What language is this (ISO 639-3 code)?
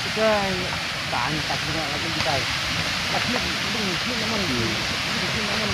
kha